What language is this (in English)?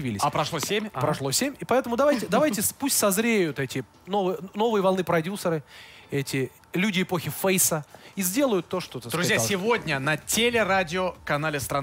Russian